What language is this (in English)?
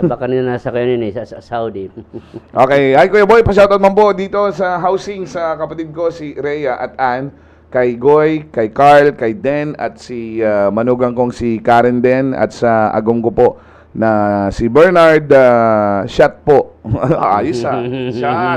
Bikol